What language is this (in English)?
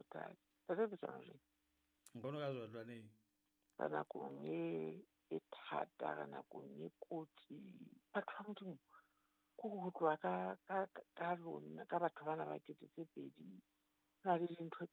Southern Sotho